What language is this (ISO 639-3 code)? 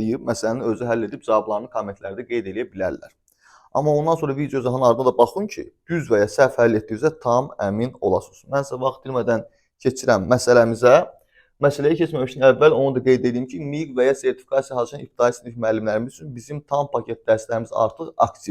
aze